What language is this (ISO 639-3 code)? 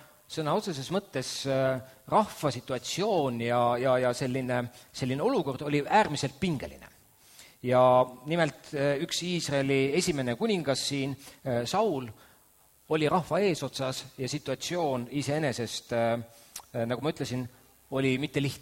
est